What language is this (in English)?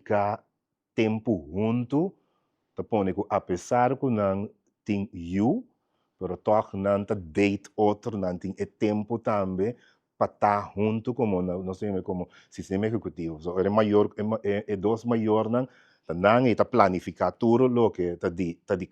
Papiamento